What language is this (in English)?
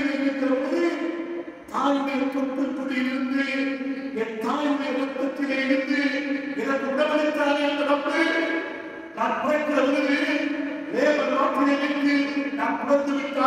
Tamil